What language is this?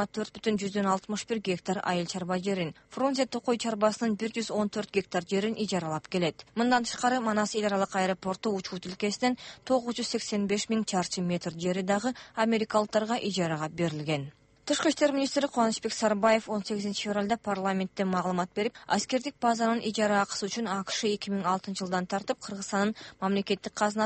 Kyrgyz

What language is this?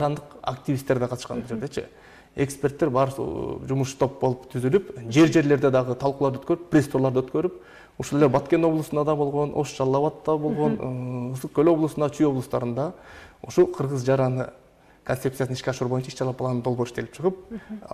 Kyrgyz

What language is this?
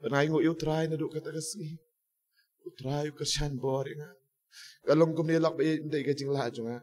Khasi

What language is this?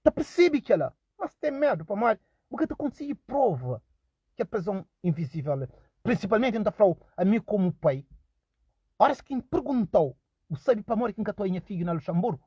Kabuverdianu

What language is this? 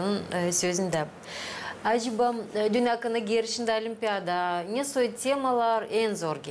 Gagauz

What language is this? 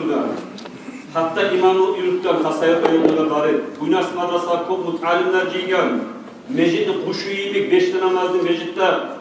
Kumyk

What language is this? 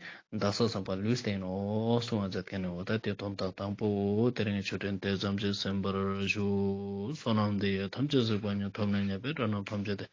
Ladakhi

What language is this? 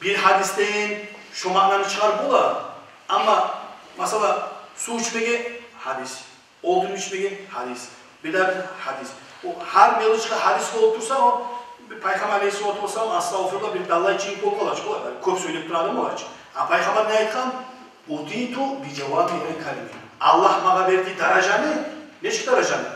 Kumyk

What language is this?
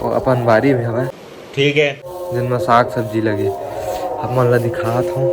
Chhattisgarhi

